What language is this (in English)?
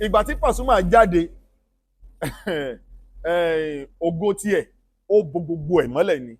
Yoruba